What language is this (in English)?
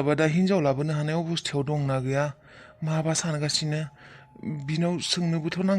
Bodo